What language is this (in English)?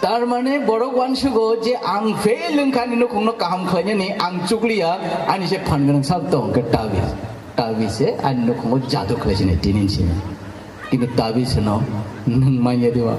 Kok Borok